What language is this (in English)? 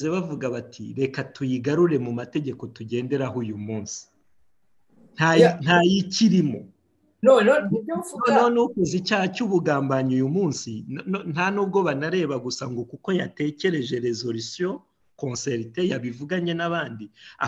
Kinyarwanda